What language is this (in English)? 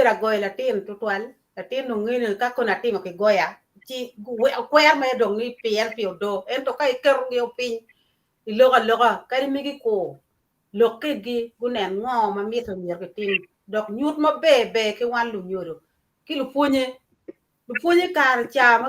Acoli